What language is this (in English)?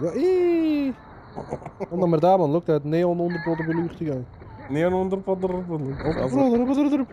Swiss German